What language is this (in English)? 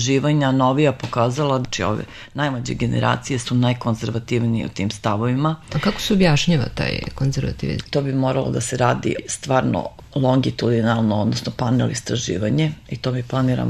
Serbian